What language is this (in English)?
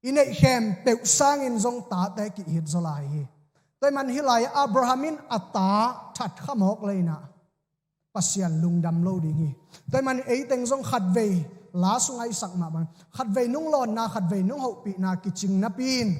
Tedim Chin